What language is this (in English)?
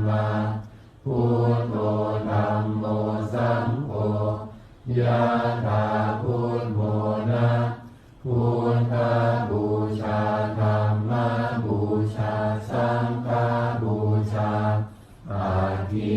Pali